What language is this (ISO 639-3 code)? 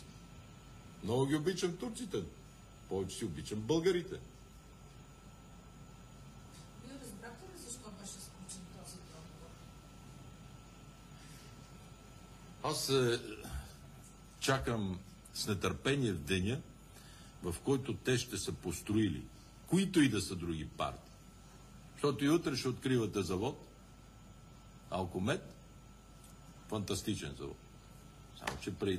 bul